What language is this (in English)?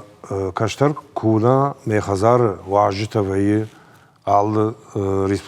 Ossetic